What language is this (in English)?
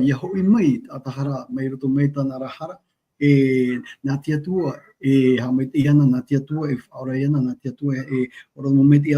Tahitian